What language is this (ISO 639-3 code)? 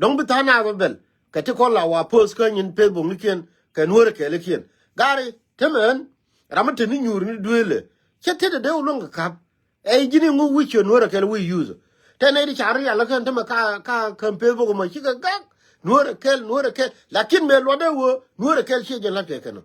nus